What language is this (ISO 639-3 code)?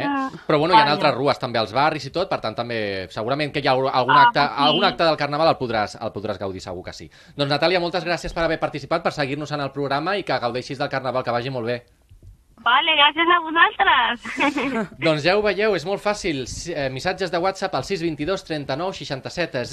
cat